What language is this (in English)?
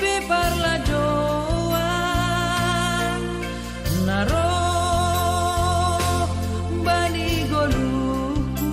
Batak Simalungun